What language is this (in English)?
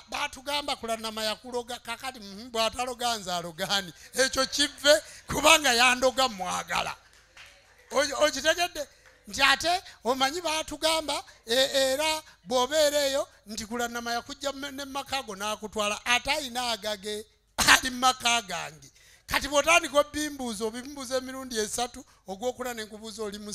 Ganda